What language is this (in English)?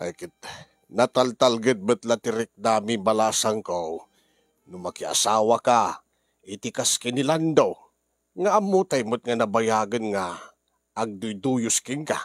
Iloko